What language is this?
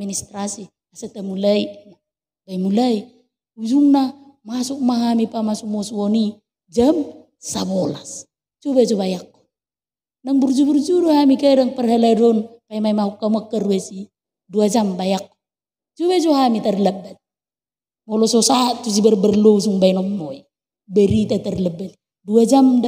Batak Toba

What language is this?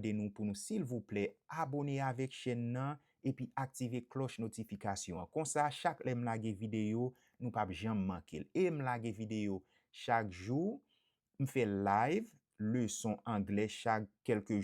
Haitian Creole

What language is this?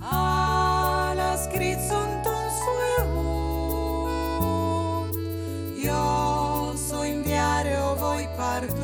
Friulian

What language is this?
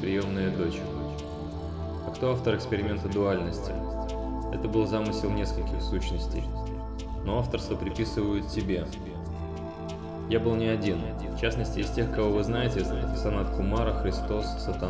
Russian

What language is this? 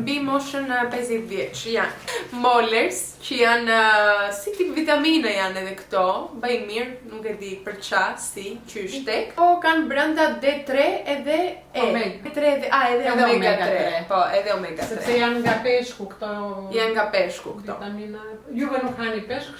Albanian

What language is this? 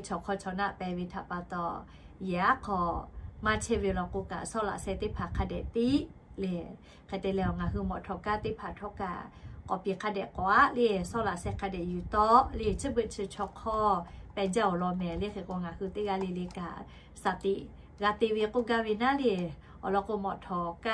Lahu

